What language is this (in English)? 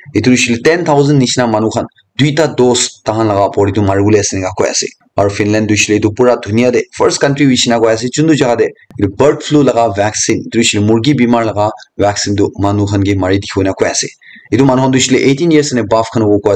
Naga Pidgin